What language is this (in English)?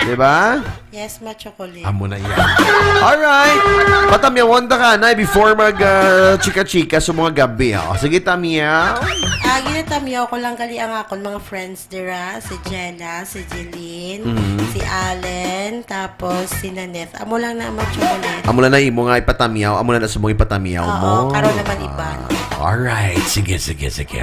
Hiligaynon